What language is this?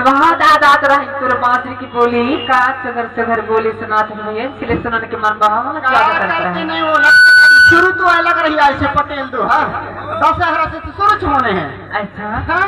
Chhattisgarhi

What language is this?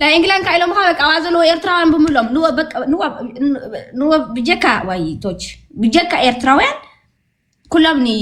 Tigrinya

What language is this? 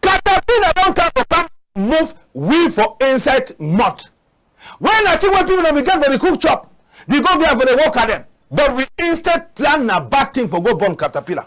Cameroon Pidgin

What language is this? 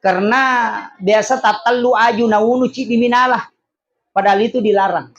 Buginese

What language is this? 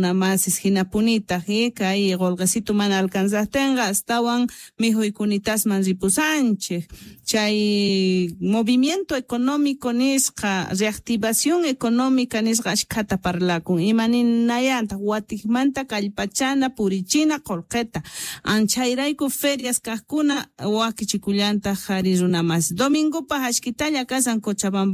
Quechua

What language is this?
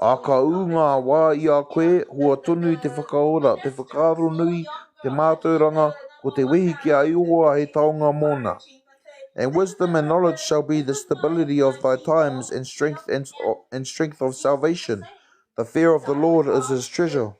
Māori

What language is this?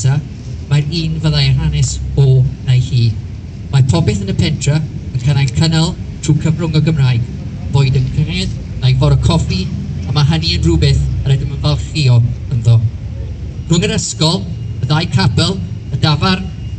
Welsh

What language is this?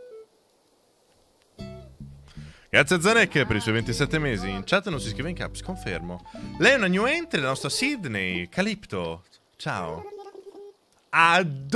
Italian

